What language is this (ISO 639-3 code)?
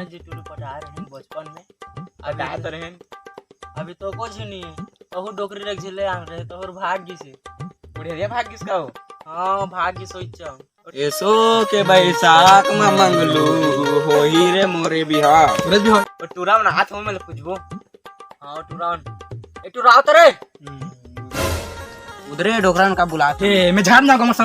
hne